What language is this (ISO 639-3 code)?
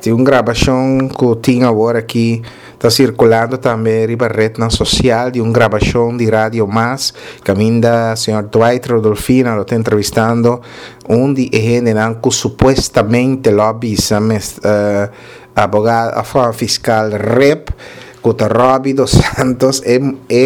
pap